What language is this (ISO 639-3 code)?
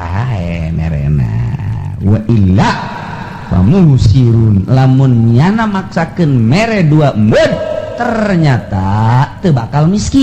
sun